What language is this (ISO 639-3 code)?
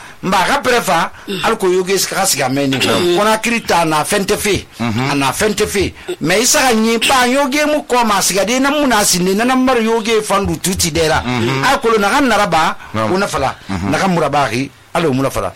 sus